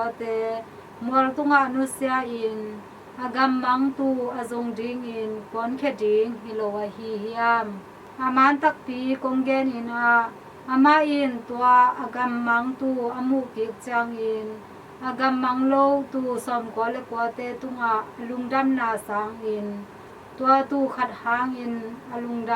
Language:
Tedim Chin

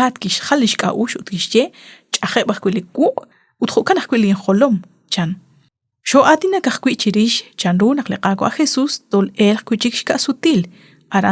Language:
Kekchí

